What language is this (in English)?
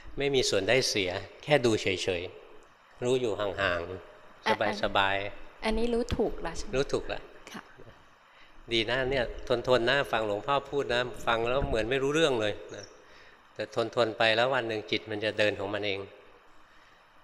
Thai